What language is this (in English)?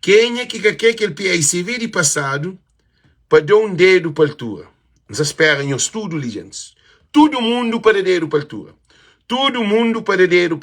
Kabuverdianu